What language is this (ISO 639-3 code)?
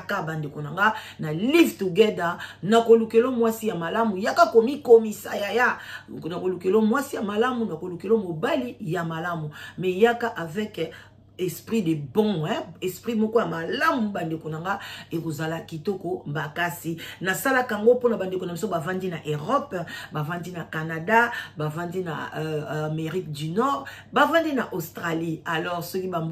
lin